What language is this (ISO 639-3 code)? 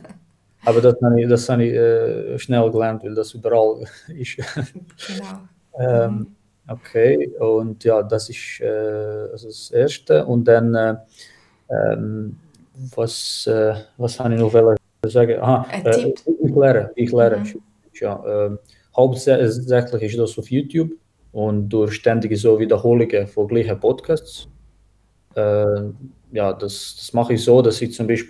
gsw